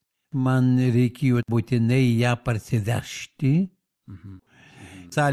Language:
Lithuanian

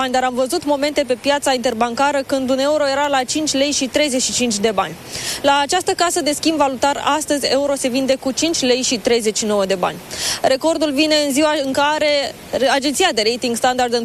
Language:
Romanian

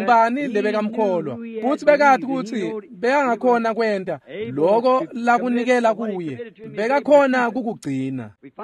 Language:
Swati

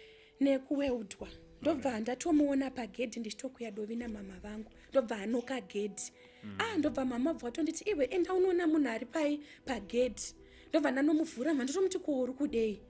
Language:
Shona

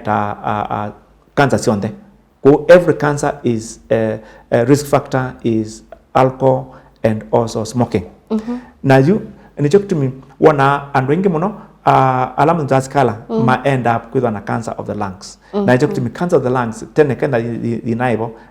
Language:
Kamba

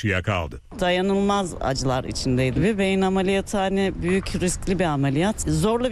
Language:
Turkish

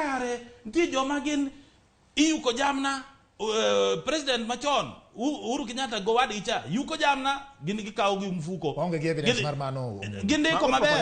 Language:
Luo (Kenya and Tanzania)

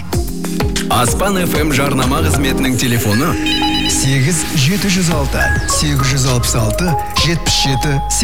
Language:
Kazakh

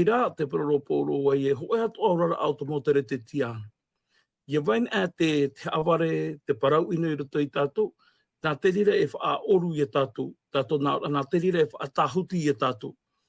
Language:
Tahitian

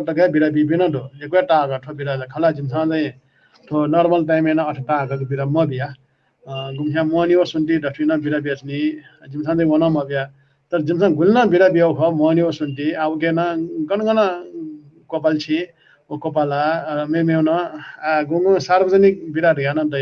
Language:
Newari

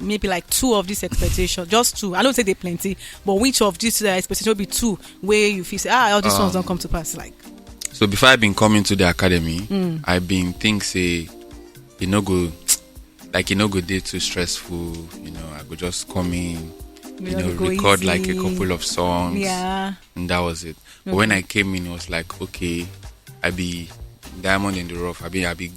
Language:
Nigerian Pidgin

